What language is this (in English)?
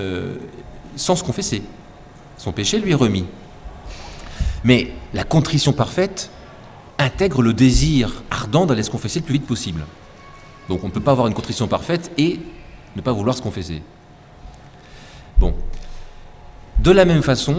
French